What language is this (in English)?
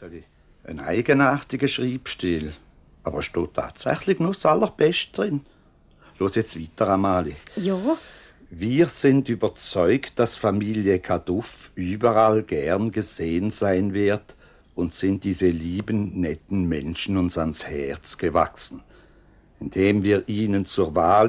Swiss German